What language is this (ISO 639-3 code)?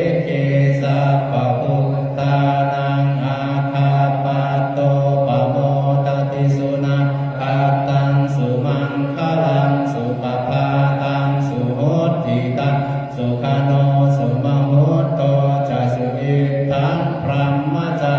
pli